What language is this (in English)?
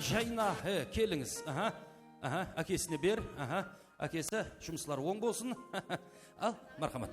Kara-Kalpak